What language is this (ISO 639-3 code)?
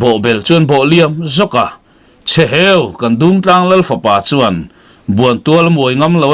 lus